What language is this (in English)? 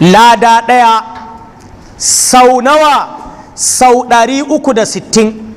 Hausa